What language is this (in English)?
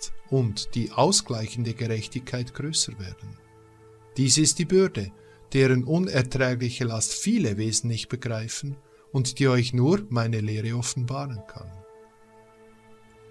German